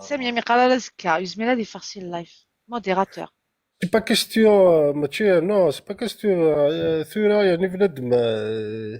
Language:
Kabyle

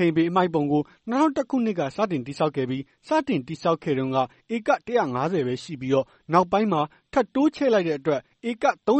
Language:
Burmese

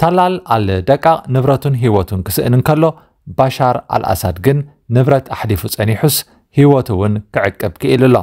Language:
Tigrinya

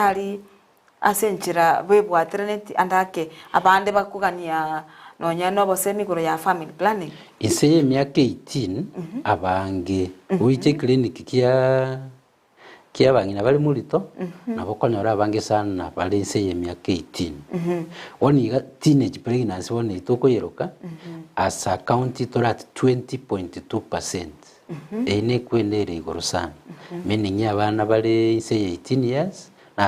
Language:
Gusii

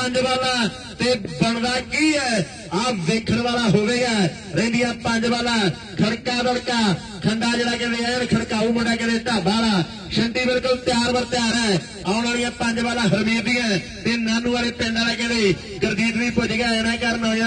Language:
Punjabi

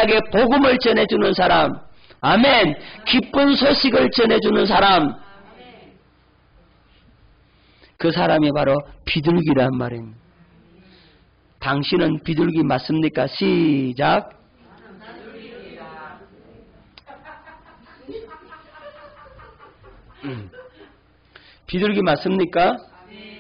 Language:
Korean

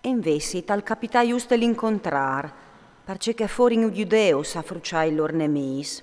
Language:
Friulian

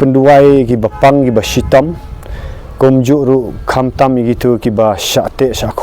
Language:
Khasi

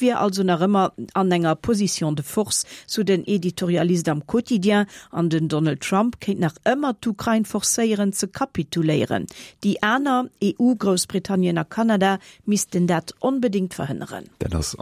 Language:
Luxembourgish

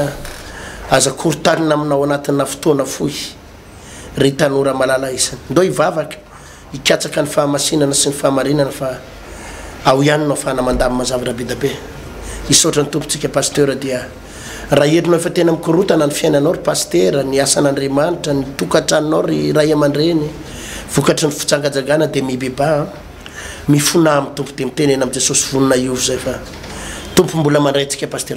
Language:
Malagasy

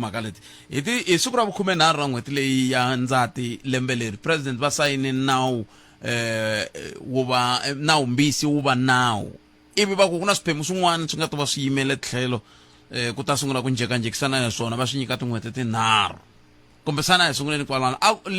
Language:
Tsonga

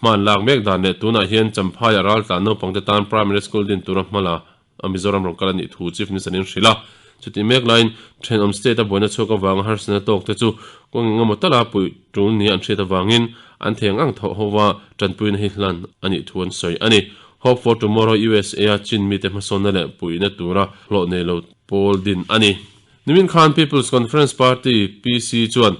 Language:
Mizo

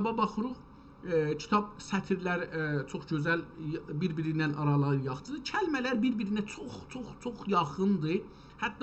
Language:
South Azerbaijani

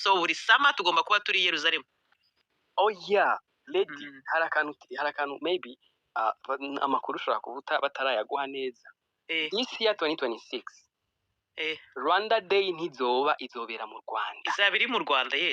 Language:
Rundi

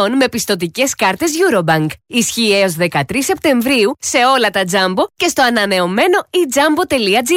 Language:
Greek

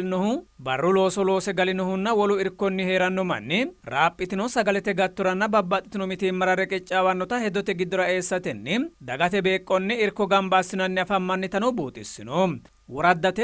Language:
Sidamo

